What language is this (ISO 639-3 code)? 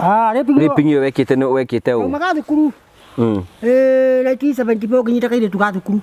kik